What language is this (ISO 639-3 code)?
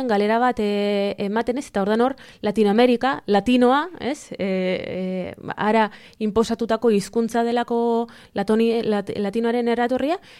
eus